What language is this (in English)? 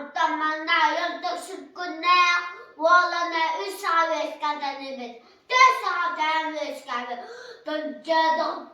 Yakut